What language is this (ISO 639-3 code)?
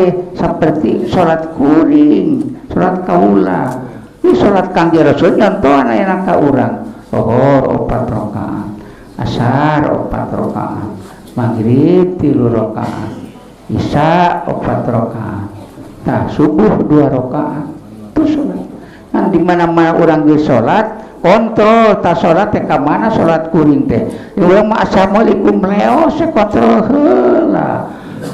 sun